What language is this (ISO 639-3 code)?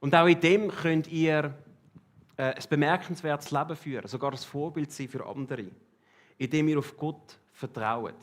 gsw